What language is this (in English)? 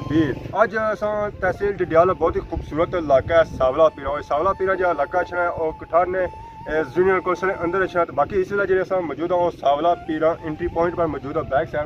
Pahari-Potwari